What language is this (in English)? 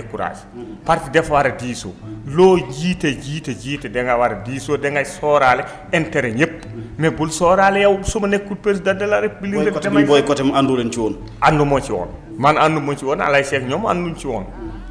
Wolof